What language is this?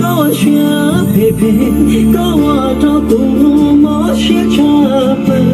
Hmong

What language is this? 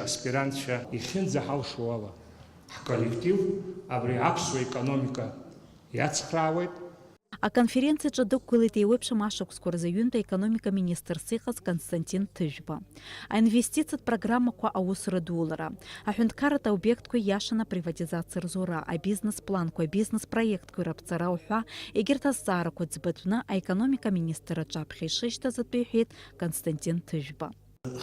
Abkhazian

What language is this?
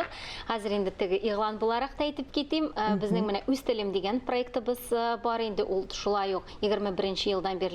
Tatar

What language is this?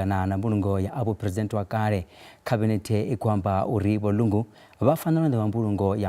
Venda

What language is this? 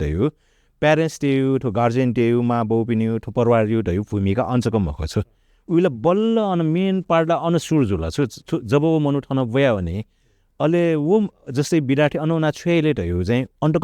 Newari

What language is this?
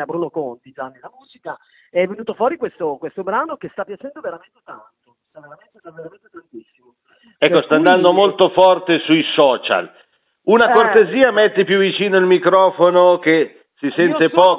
Italian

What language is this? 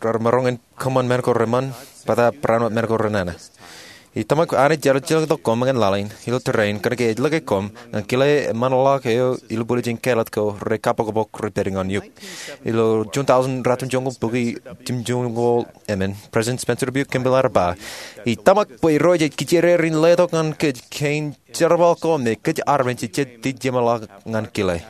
Marshallese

